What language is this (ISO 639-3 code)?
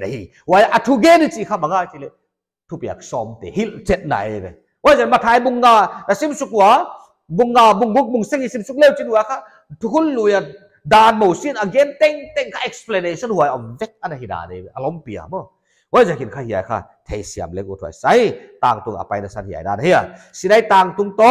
pck